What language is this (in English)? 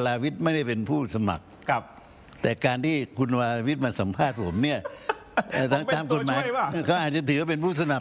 Thai